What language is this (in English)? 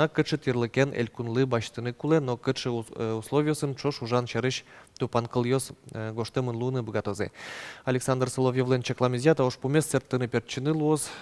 Udmurt